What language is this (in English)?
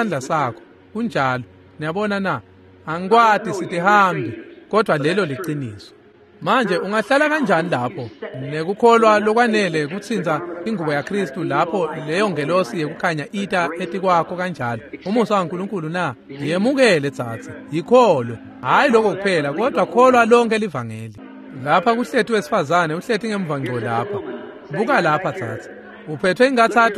Swati